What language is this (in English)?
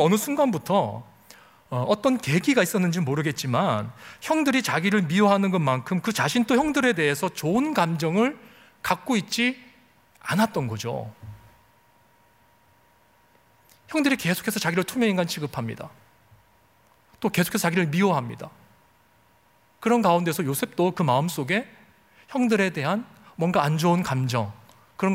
Korean